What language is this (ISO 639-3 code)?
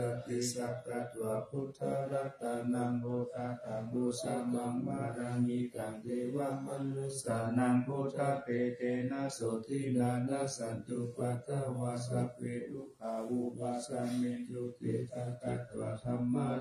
pli